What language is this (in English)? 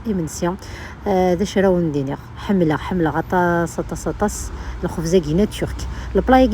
Kabyle